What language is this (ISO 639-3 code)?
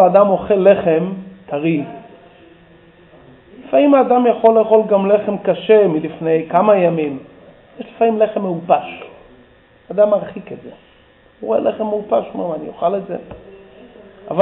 heb